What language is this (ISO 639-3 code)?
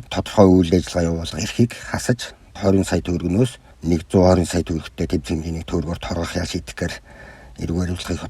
mon